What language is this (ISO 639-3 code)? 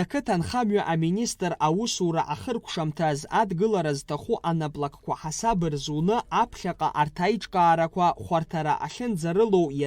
abk